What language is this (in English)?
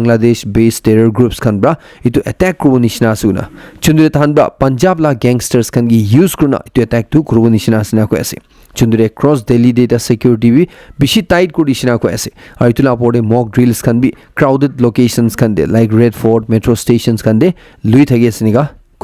Naga Pidgin